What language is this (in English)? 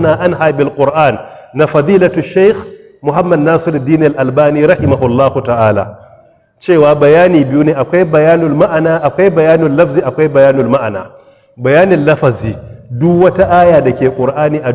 Hausa